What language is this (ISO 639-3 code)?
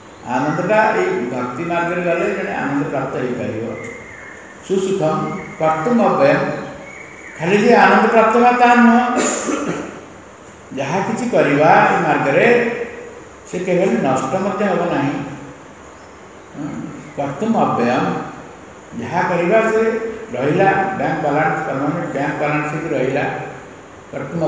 ori